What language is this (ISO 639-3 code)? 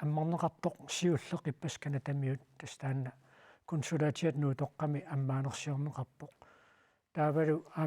kal